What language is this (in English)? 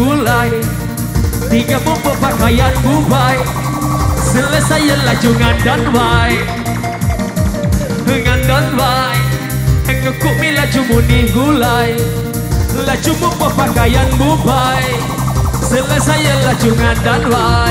Indonesian